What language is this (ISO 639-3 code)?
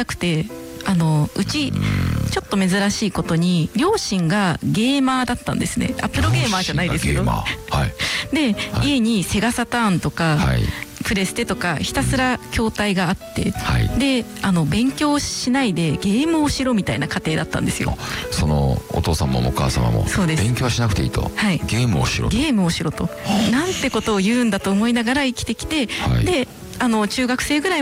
jpn